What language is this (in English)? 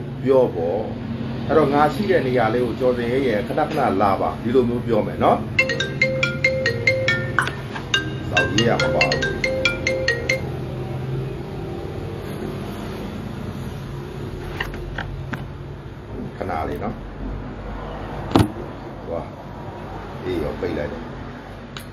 Burmese